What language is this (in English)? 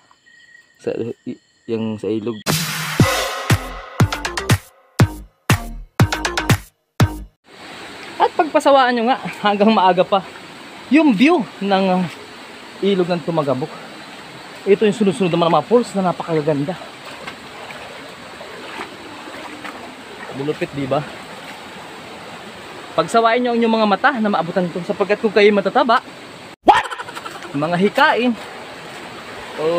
Filipino